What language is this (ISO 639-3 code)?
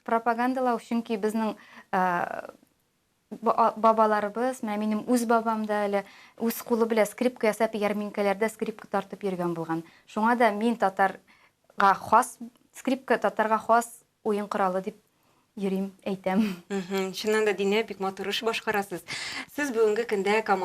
tat